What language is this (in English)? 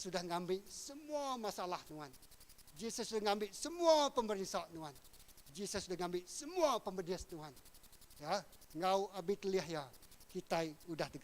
Iban